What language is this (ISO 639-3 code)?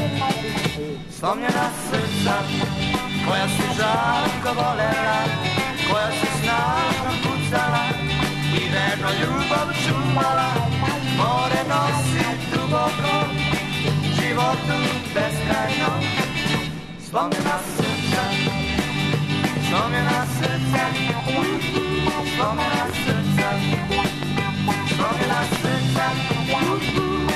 srp